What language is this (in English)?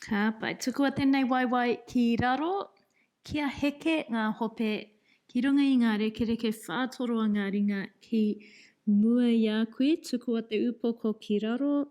Māori